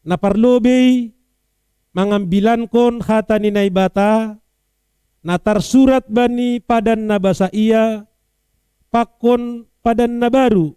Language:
Batak Simalungun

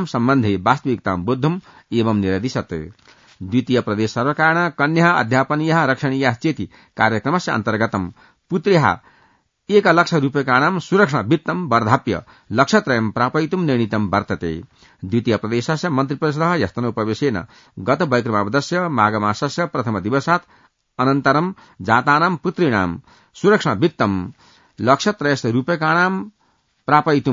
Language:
Sanskrit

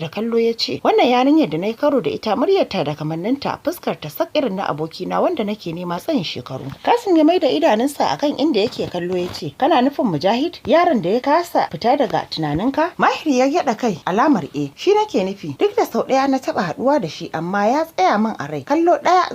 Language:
Hausa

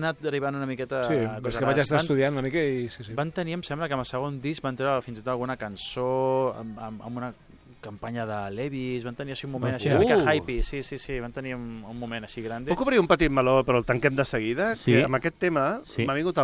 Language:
Catalan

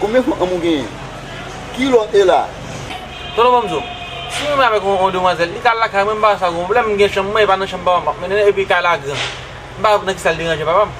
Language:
Haitian Creole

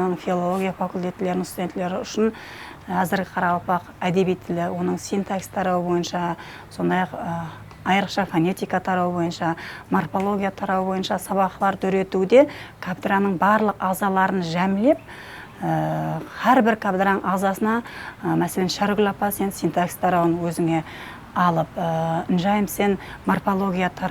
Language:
Kara-Kalpak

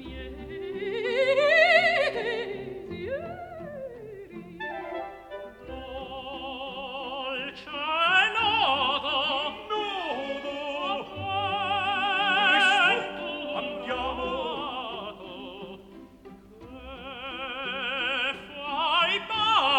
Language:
Italian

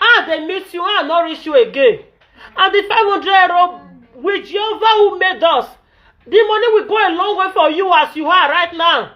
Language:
Nigerian Pidgin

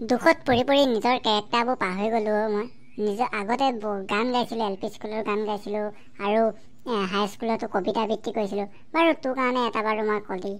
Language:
Assamese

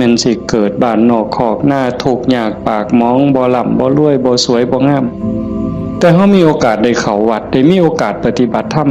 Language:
Northeastern Thai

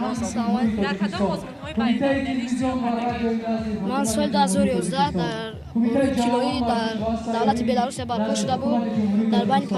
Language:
Tajik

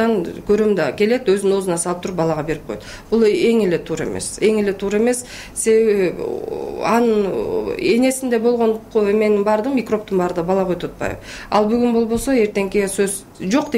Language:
Kyrgyz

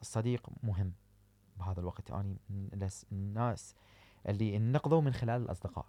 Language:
Mesopotamian Arabic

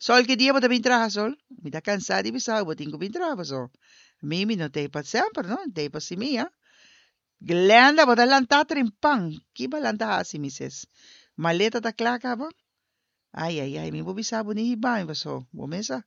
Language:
Papiamento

